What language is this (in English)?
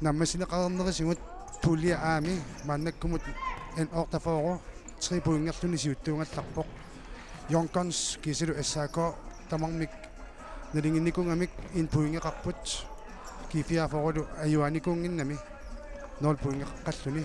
Kalaallisut